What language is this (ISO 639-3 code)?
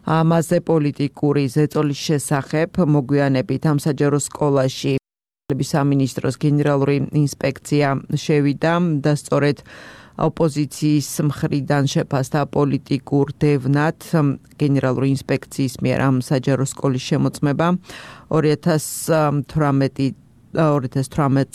kat